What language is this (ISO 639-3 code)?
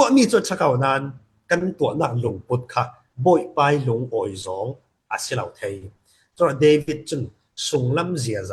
cfm